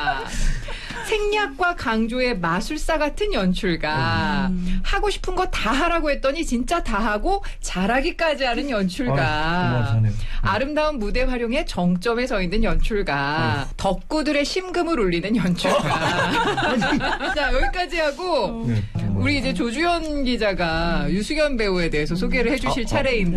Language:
Korean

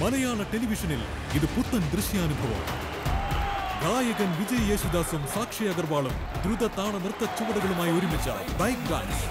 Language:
Malayalam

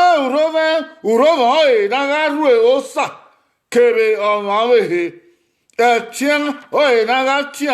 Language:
Bini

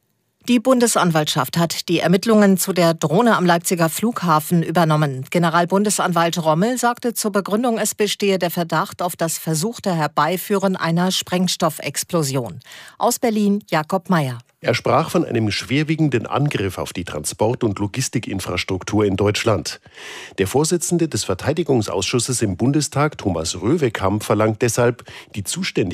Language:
German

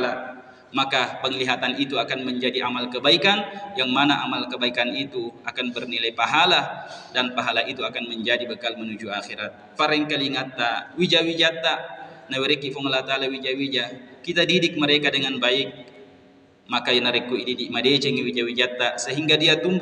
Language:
Buginese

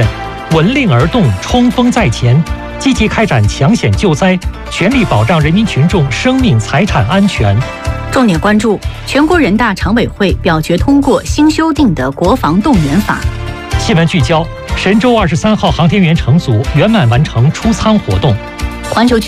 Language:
Chinese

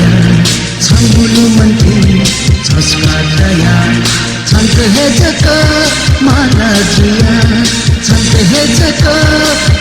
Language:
Newari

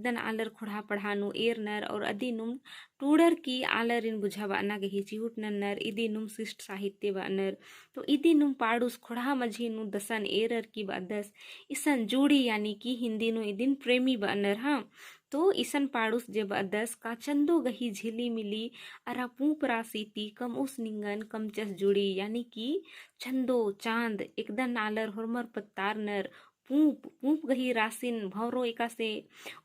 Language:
Kurukh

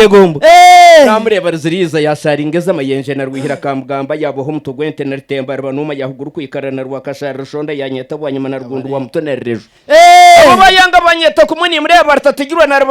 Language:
Nyankole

